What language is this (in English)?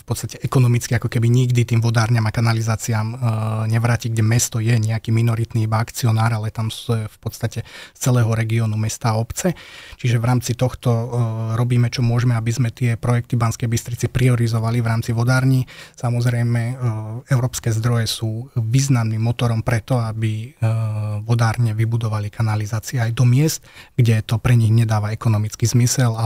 Slovak